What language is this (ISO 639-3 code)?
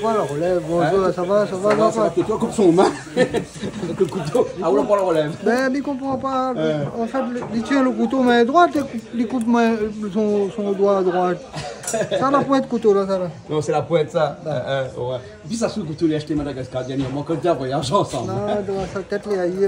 rcf